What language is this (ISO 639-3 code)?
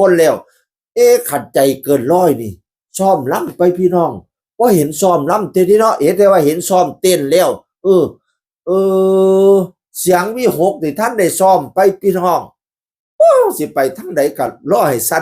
tts